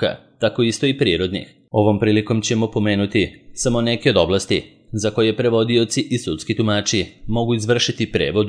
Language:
Serbian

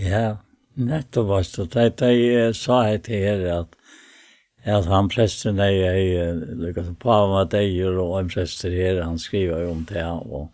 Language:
Faroese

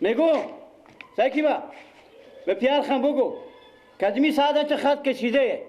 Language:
Persian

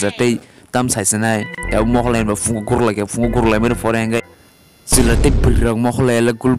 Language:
Kok Borok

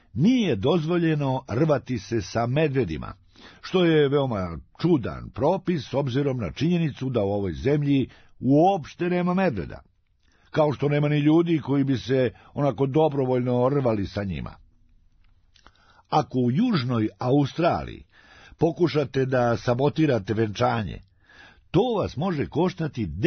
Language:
Serbian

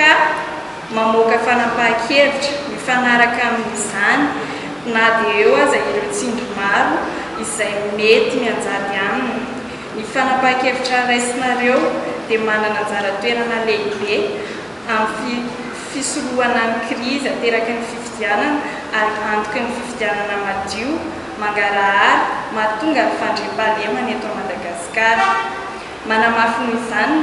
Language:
Malagasy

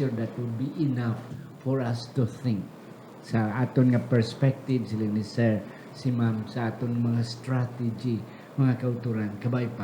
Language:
Hiligaynon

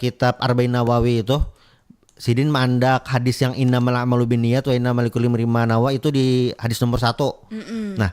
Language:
Banjar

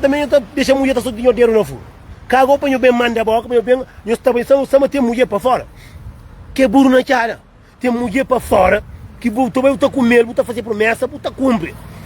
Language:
Kabuverdianu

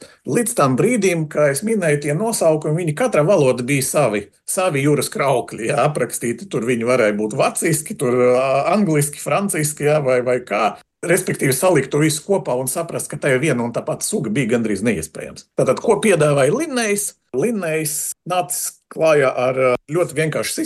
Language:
Latvian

